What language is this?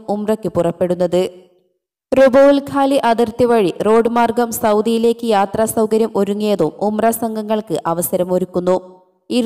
Malayalam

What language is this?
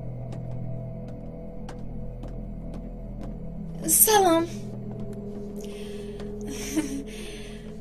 Tajik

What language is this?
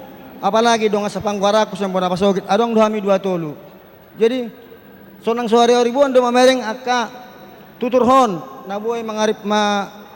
Batak Toba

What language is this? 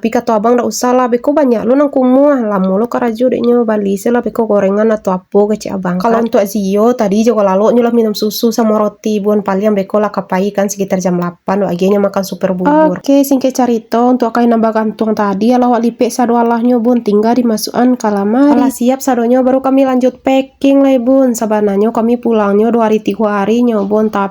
Minangkabau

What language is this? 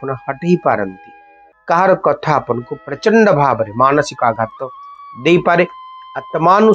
Odia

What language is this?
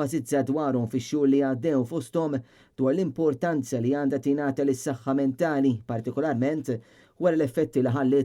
Maltese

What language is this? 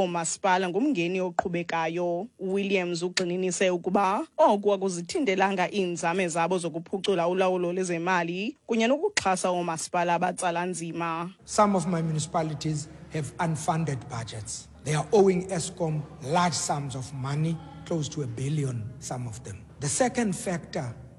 Xhosa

